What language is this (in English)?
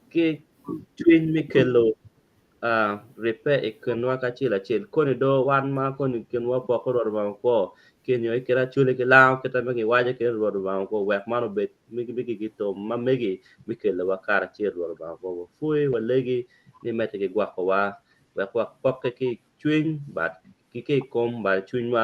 Acoli